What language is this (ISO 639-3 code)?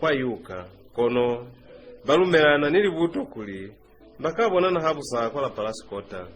loz